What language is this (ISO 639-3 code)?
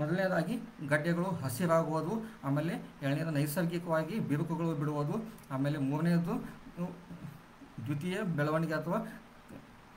kan